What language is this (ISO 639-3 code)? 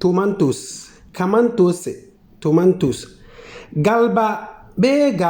xon